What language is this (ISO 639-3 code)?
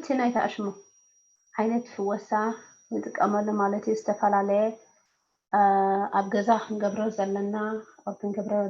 tir